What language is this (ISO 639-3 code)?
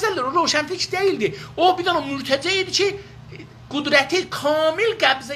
azb